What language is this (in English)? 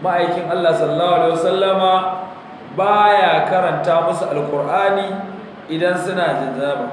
Hausa